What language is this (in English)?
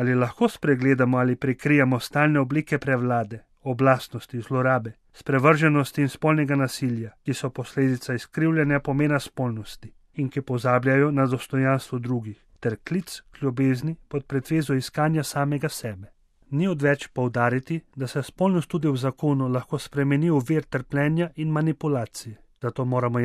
Slovenian